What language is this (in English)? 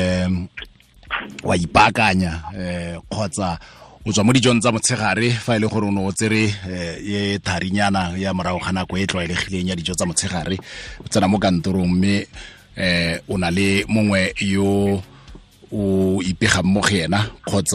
Tswana